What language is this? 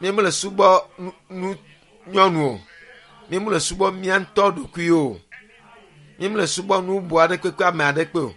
Ewe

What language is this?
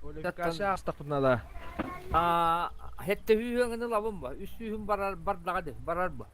Yakut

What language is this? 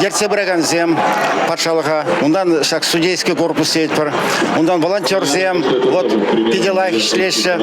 Chuvash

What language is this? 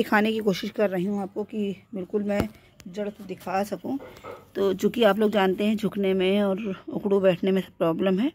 Hindi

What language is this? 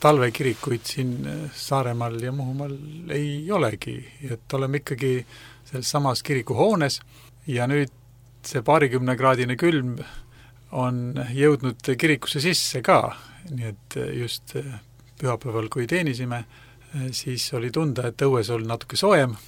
Estonian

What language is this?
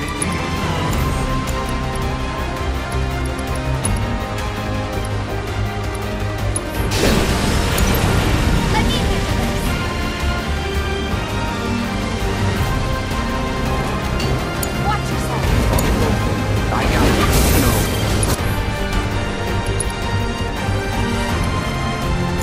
English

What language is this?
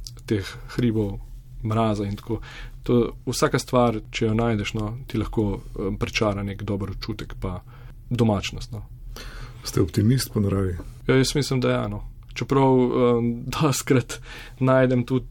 Slovenian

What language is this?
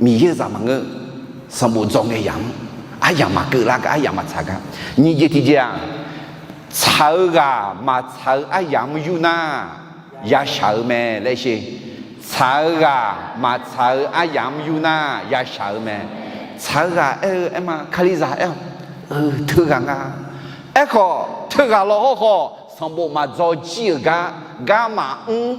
Akha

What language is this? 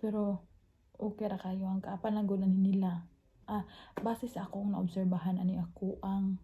Cebuano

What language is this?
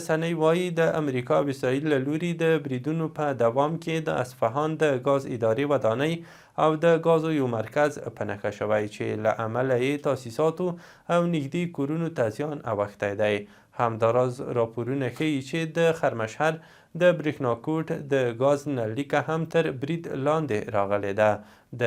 Pashto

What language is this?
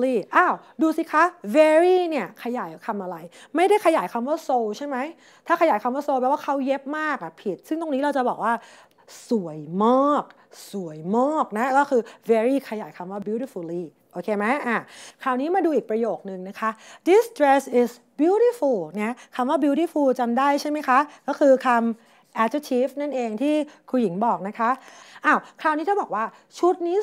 Thai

